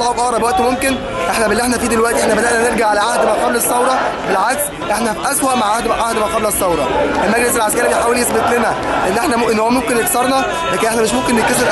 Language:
Egyptian Arabic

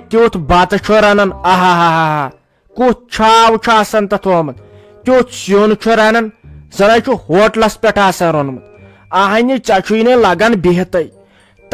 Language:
Kashmiri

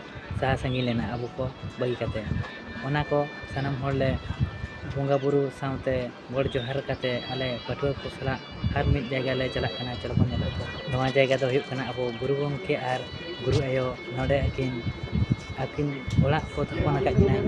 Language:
Santali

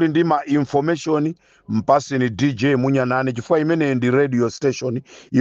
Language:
Nyanja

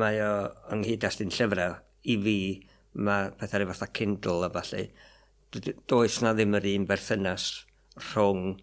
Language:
Welsh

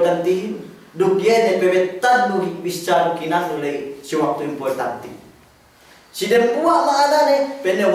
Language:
Yakan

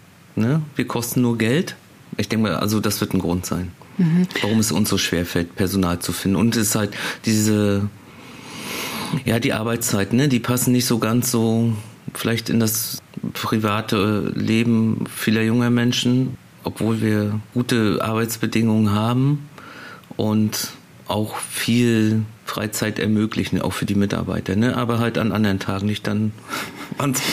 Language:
German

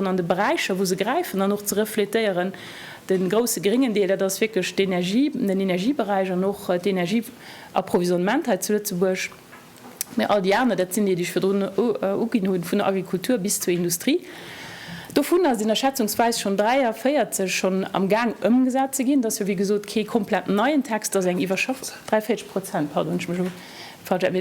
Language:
Luxembourgish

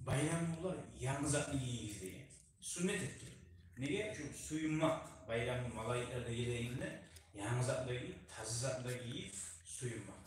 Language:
Kumyk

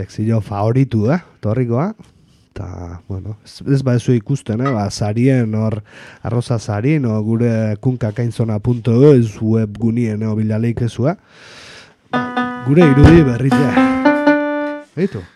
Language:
Basque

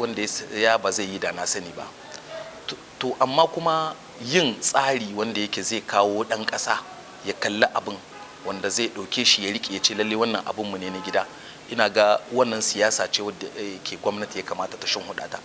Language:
Hausa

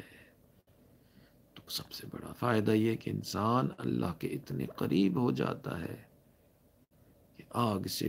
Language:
Urdu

